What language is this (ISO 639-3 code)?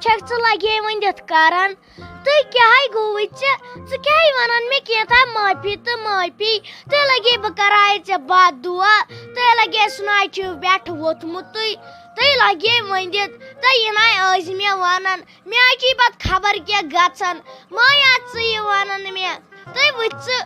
kas